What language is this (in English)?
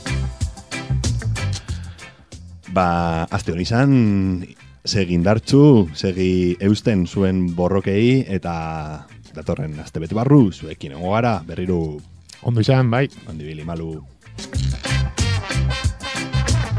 Basque